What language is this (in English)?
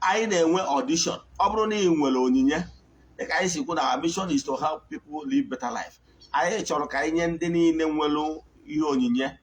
Igbo